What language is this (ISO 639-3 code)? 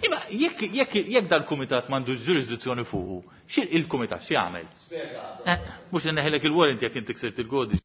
mlt